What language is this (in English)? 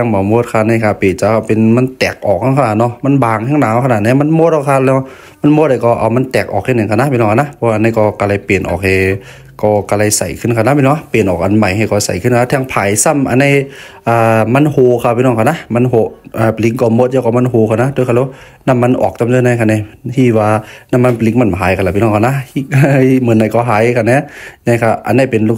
Shan